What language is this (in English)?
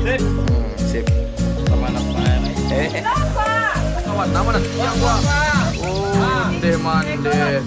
Minangkabau